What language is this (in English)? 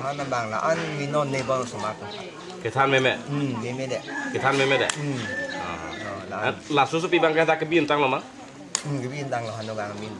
Karbi